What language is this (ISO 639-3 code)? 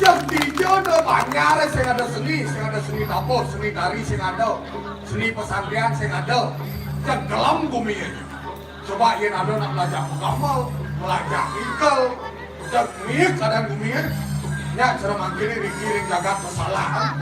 ban